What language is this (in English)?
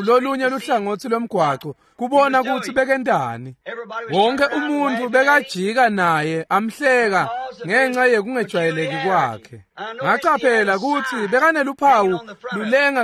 Swati